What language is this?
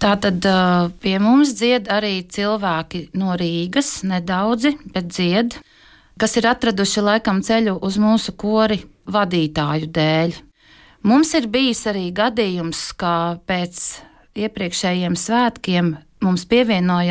Latvian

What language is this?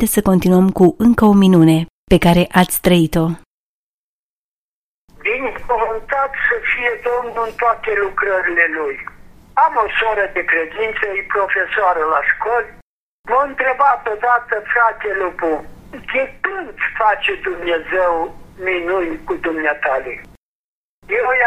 Romanian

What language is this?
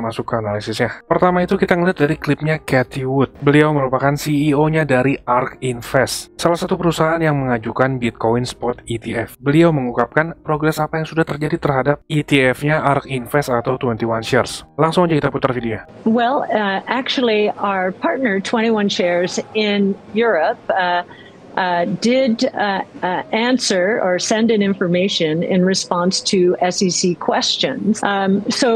Indonesian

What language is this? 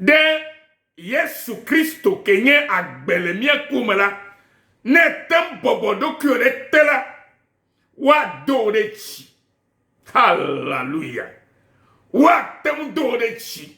Ewe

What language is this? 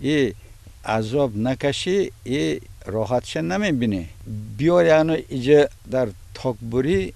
Tajik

